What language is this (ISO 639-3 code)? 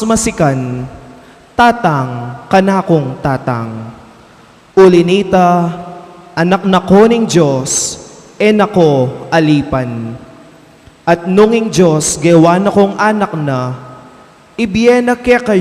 pam